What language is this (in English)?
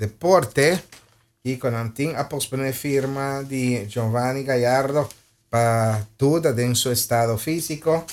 Papiamento